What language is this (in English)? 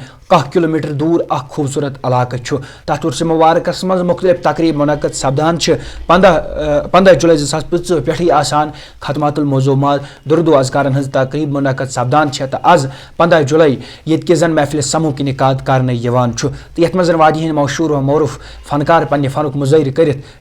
Kashmiri